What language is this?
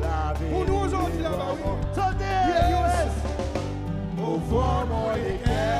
Seselwa Creole French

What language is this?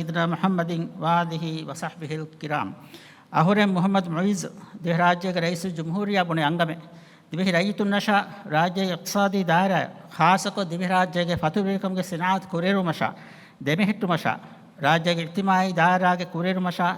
Divehi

